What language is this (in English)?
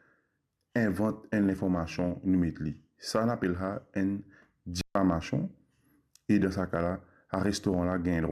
Morisyen